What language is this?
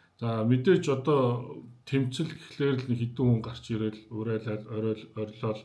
Mongolian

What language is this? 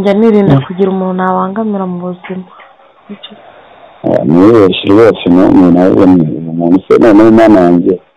Kinyarwanda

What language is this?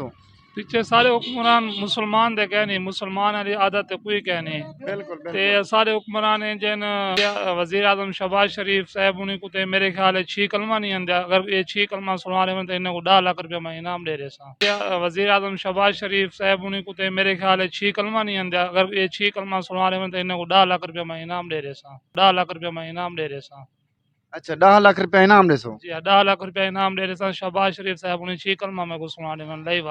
Saraiki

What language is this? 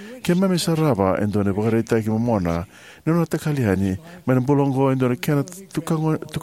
Fijian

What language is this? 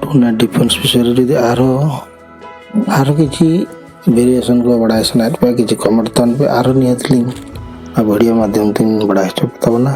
Santali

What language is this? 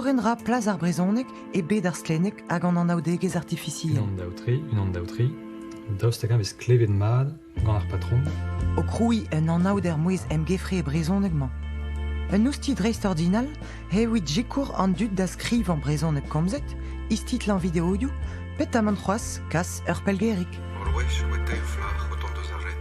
Breton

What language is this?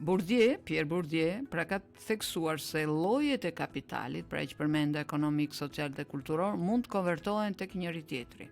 Albanian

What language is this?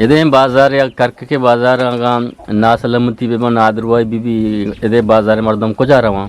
Eastern Balochi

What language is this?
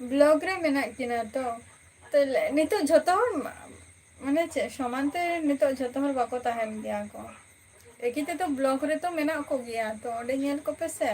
Santali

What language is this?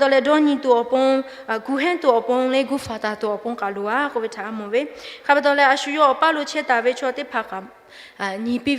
Lahu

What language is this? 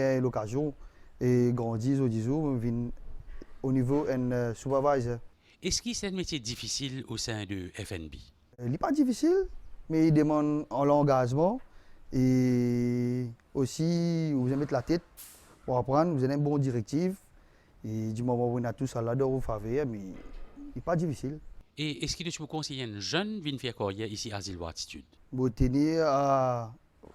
Morisyen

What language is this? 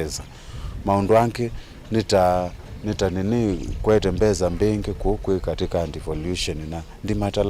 Kamba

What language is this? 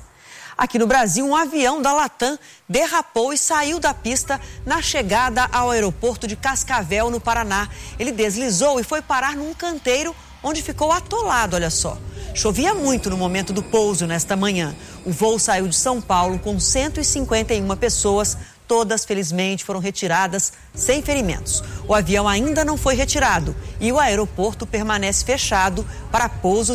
Portuguese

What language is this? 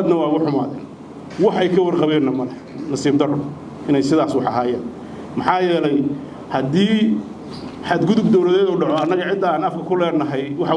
Somali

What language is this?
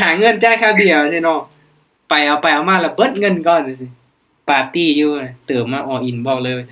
Lao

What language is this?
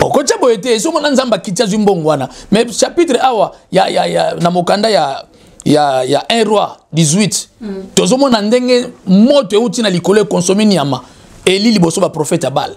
Lingala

